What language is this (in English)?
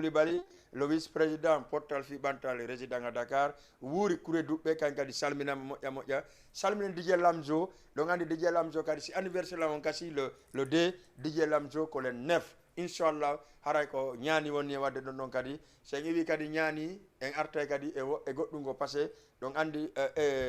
Fula